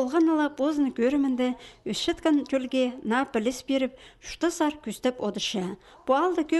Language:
Khakas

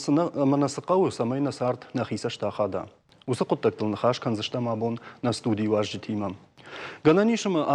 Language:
Ossetic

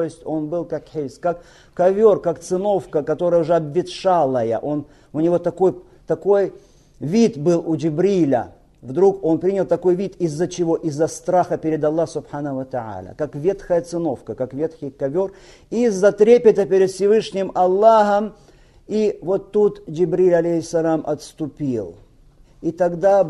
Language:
Russian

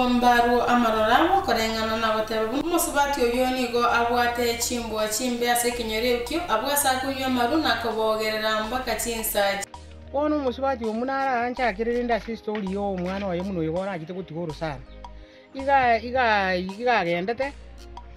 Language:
Gusii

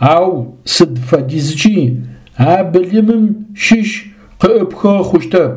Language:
Adyghe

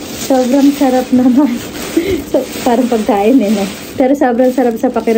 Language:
Filipino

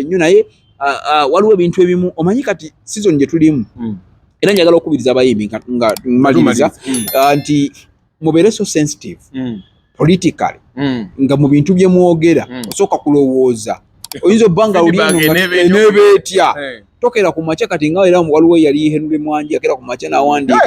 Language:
Ganda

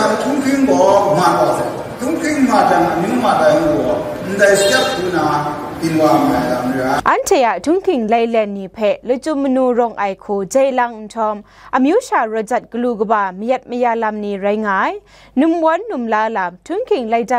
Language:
Kachin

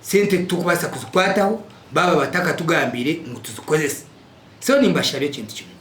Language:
Nyankole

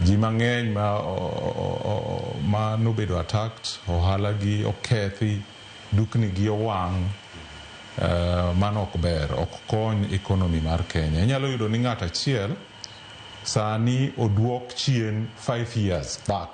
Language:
Luo (Kenya and Tanzania)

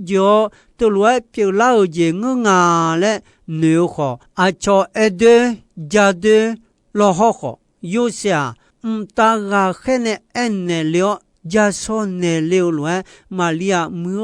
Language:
Akha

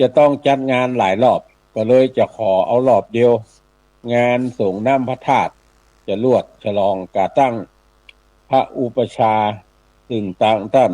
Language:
Northern Thai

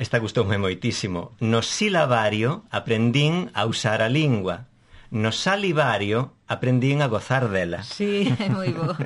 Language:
Galician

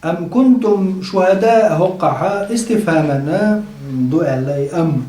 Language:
Chechen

